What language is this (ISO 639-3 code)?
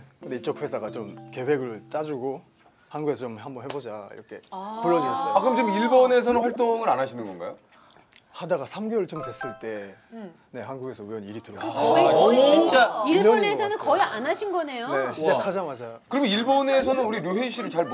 kor